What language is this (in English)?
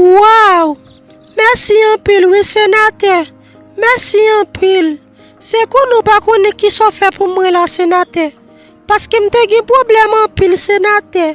Haitian Creole